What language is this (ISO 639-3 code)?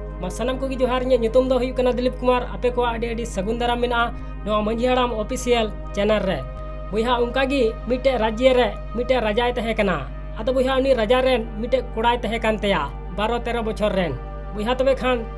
sat